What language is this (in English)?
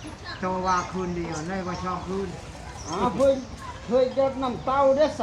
Northeastern Thai